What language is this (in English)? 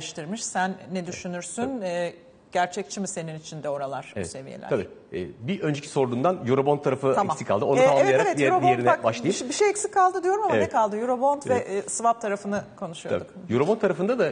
Turkish